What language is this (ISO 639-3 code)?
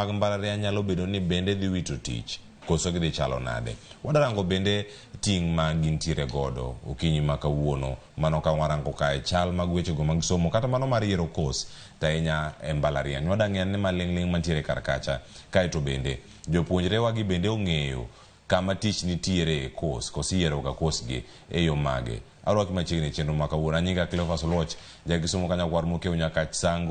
luo